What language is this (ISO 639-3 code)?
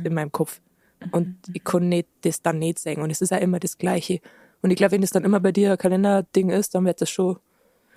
bar